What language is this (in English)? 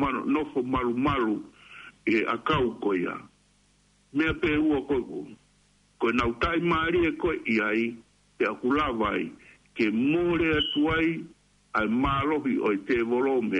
Tongan